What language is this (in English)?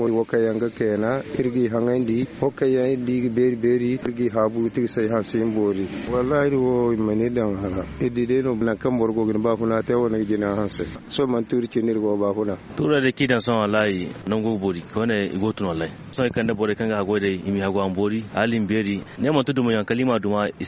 Zarma